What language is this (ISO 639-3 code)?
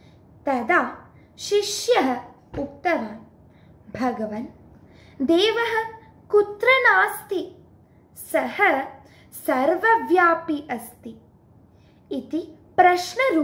san